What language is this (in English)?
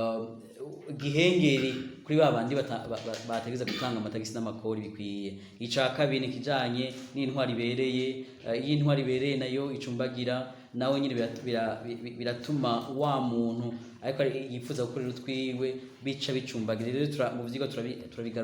Rundi